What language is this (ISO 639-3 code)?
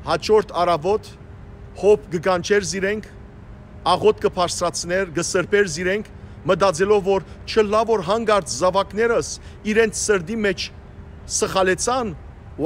hyw